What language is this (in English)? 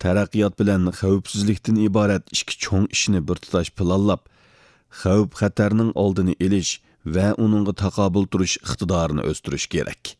Uyghur